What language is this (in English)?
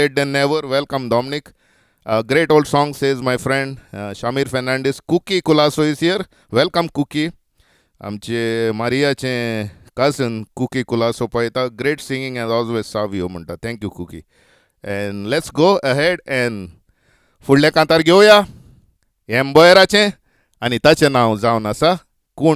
Konkani